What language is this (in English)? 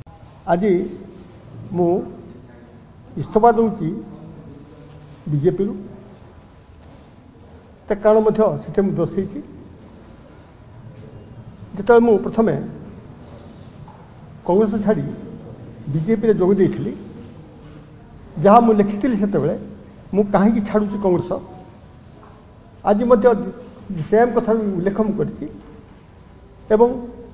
Odia